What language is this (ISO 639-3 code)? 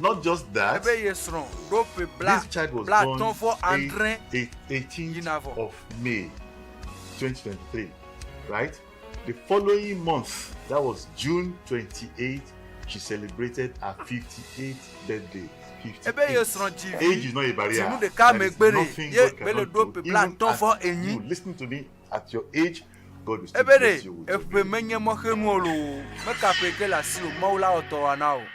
ewe